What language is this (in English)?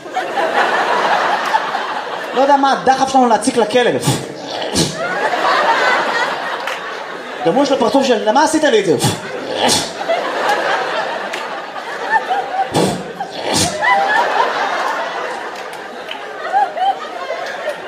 Hebrew